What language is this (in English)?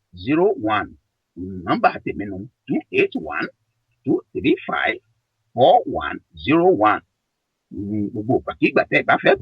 Yoruba